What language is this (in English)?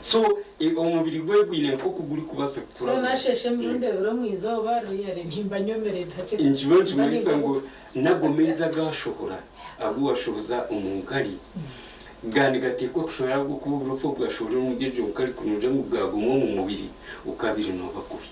Nyankole